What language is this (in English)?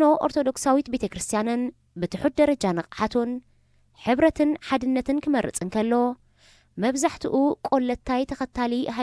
Tigrinya